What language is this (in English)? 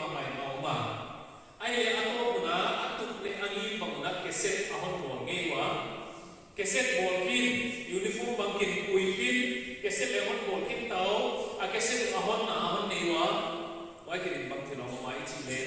Paite Chin